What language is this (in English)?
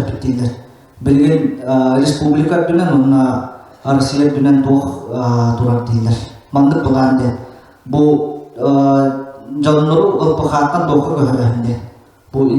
Yakut